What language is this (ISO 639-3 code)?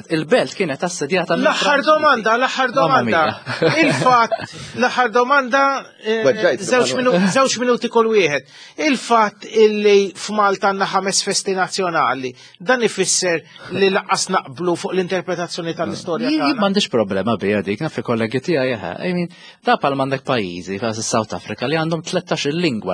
mlt